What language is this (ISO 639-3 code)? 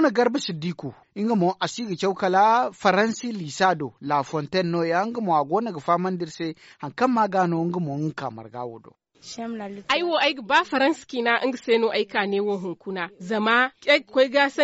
dje